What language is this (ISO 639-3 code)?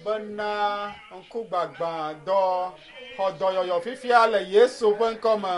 ewe